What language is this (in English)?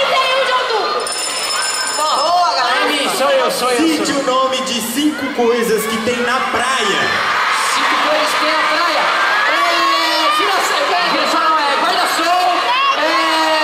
Portuguese